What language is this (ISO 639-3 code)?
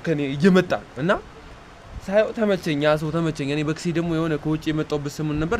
amh